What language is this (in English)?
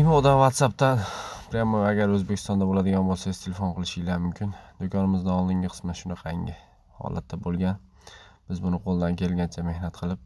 Uzbek